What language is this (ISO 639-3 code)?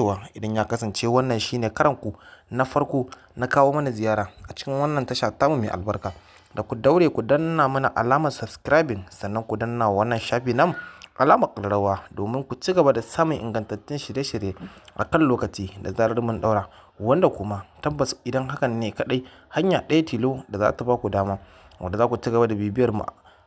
hau